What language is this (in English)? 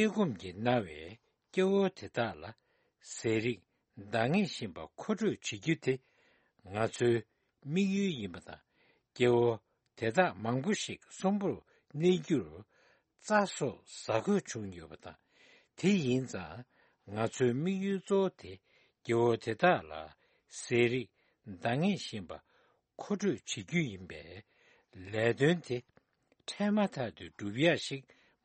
Tibetan